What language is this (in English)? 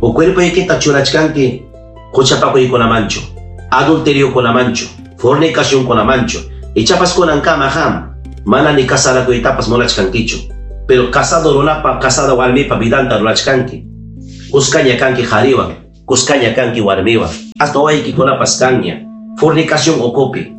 Ayacucho Quechua